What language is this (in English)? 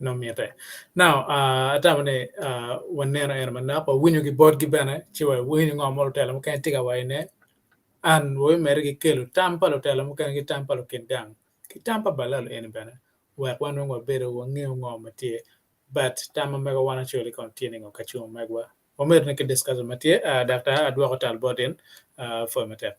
Acoli